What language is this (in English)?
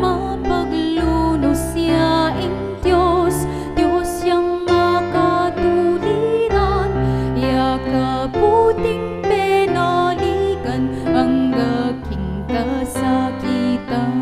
Pampanga